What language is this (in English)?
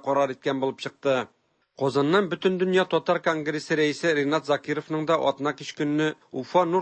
Tatar